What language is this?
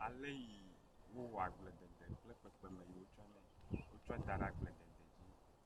Ewe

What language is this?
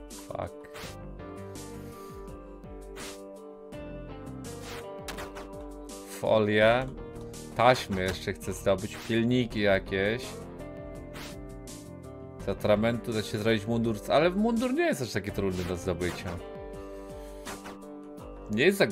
Polish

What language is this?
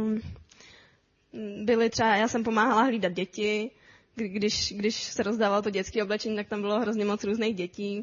Czech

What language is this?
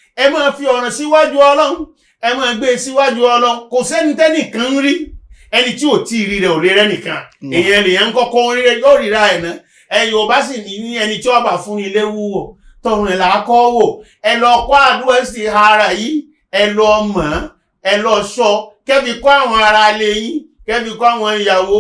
Yoruba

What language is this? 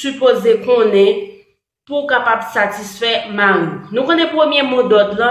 Haitian Creole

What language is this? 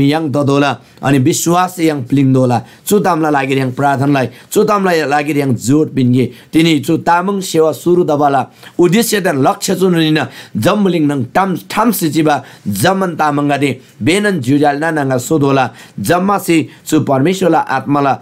Eastern Tamang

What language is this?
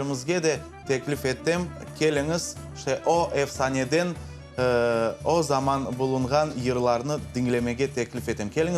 Crimean Tatar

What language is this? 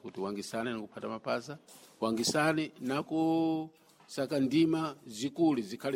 Sena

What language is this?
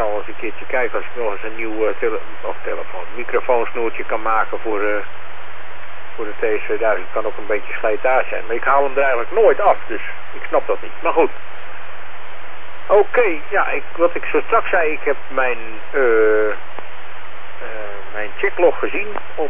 Dutch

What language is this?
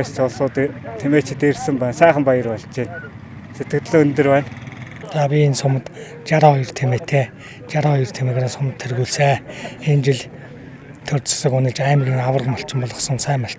Mongolian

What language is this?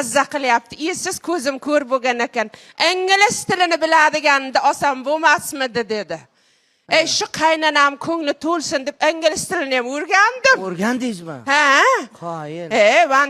Uzbek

